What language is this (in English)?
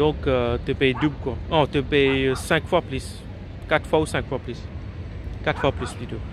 Morisyen